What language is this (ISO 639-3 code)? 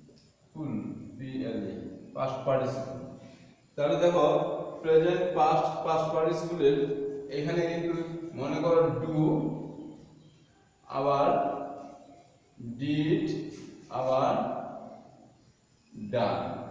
ben